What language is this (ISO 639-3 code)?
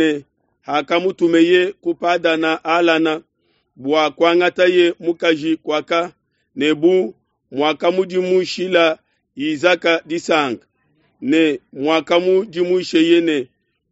lua